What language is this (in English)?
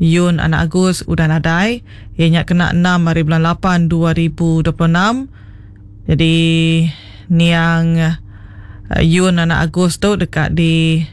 Iban